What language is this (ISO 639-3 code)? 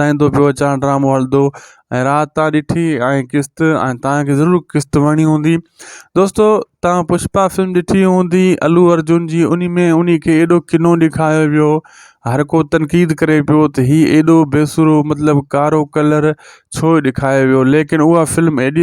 snd